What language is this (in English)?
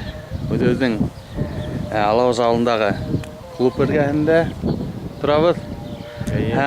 Bashkir